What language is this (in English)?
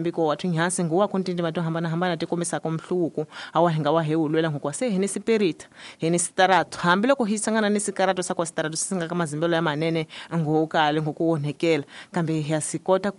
Tsonga